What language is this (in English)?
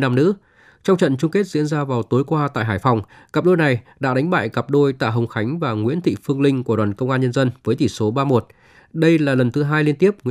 Vietnamese